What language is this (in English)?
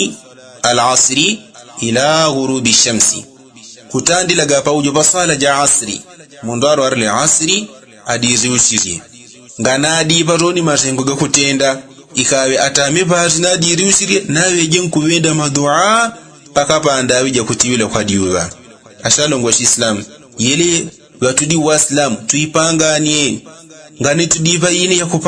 Yao